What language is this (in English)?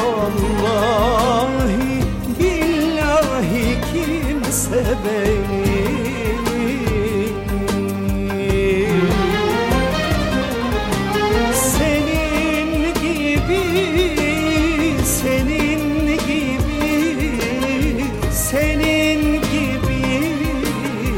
Turkish